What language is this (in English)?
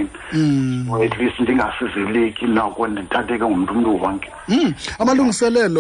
Xhosa